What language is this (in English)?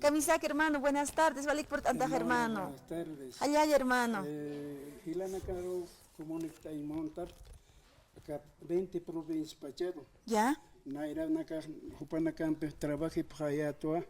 Aymara